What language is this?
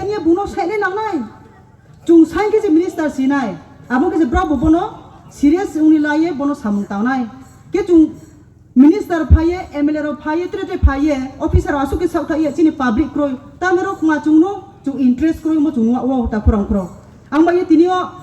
Riang (India)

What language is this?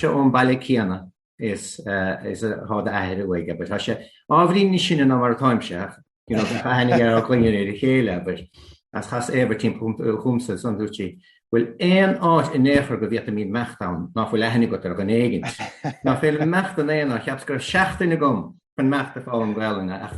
Irish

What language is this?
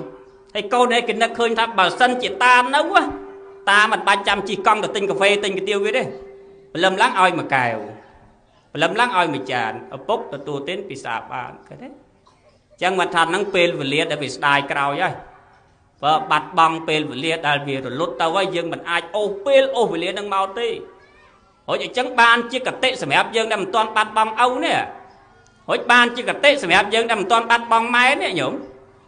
Khmer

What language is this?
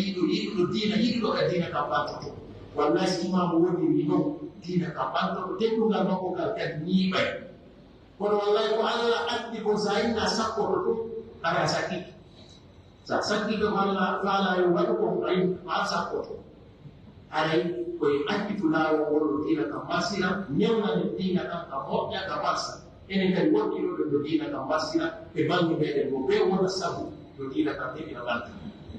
Pular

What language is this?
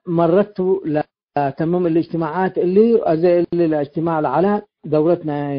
Tigre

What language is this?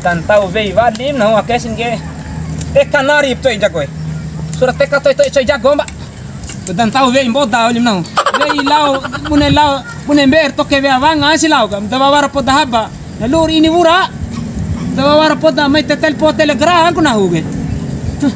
Bima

